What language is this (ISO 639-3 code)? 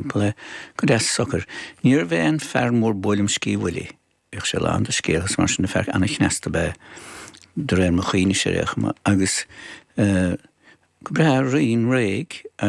gle